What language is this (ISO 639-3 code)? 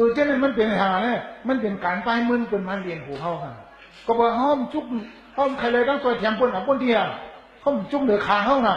shn